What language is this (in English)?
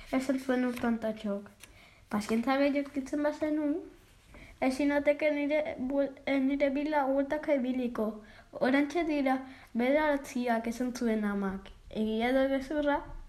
Basque